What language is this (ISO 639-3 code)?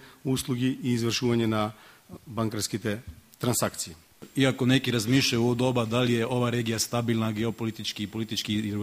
mkd